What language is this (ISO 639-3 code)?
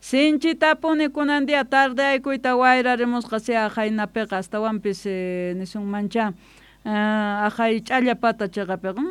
que